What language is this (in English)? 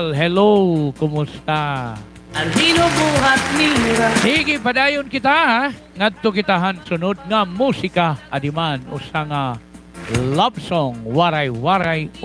Waray